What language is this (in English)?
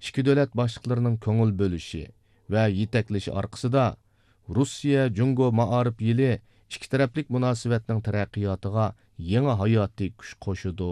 Uyghur